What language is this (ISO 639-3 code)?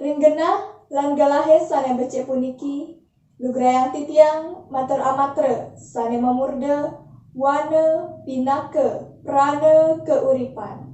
ban